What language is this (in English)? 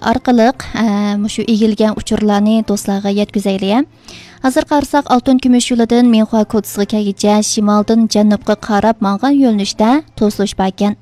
Uyghur